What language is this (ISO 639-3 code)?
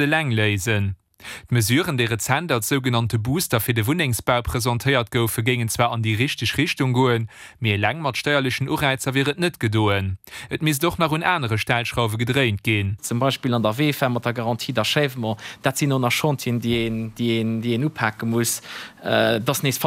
ltz